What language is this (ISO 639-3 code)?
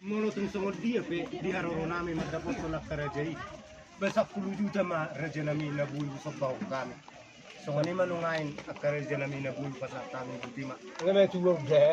bbc